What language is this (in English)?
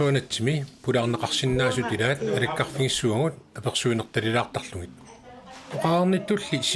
Kalaallisut